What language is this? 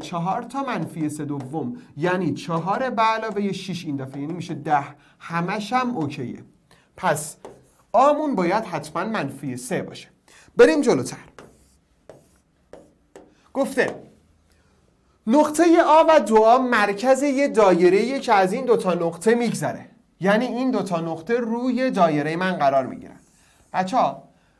Persian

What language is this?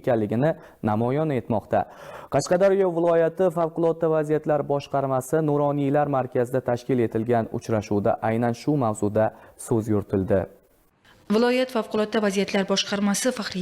Uzbek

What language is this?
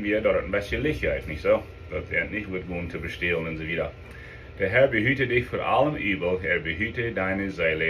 Plautdietsch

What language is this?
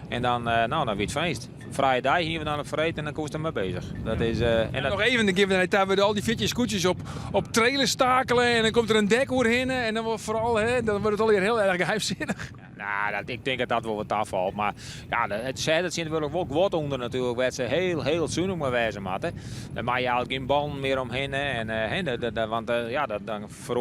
Western Frisian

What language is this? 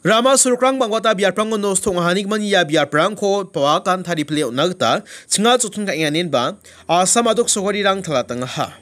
Garo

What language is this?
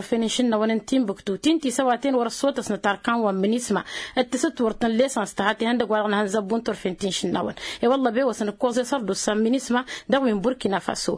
Tamasheq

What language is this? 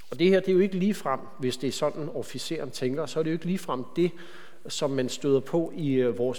Danish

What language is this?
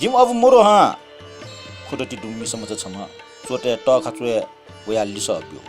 Newari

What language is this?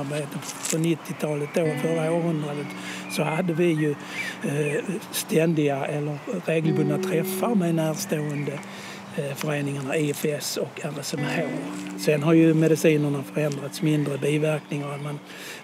Swedish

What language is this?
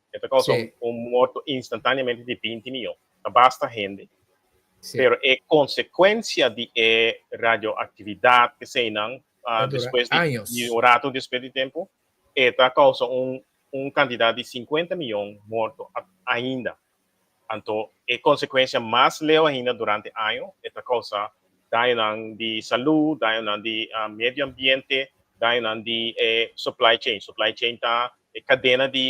Papiamento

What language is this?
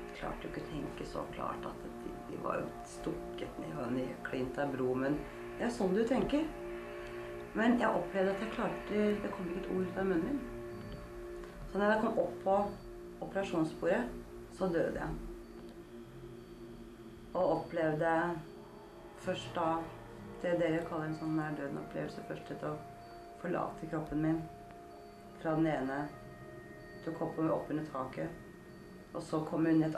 Norwegian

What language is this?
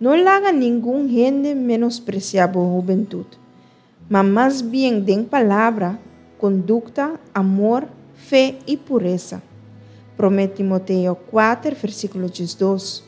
Papiamento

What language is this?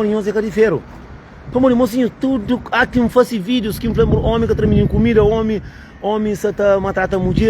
Kabuverdianu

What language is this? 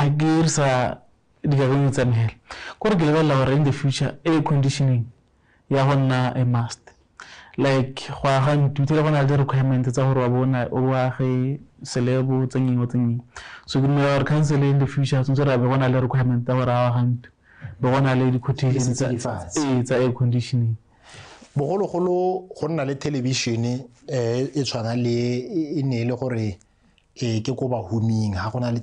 Tswana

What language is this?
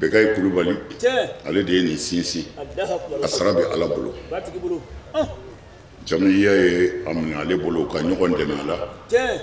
Bambara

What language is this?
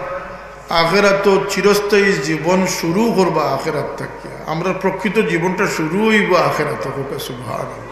Sylheti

